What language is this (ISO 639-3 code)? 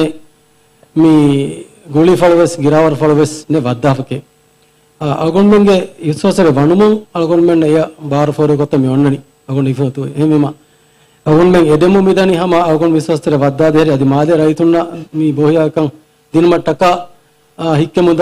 div